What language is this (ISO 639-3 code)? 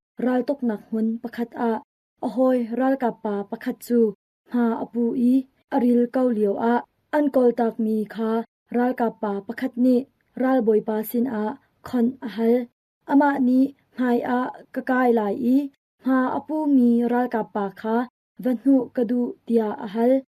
cnh